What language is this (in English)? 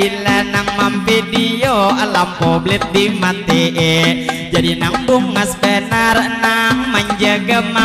Banjar